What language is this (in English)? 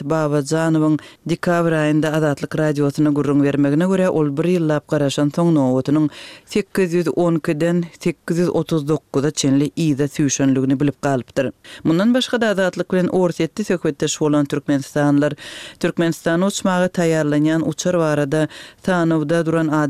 Turkmen